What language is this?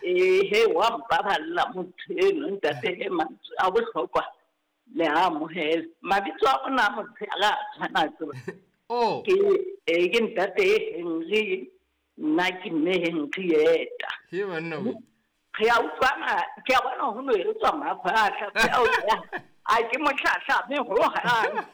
Southern Sotho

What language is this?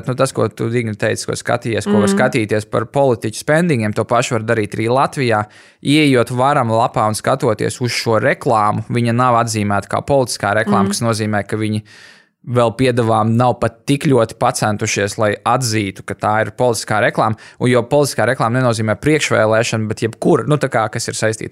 Latvian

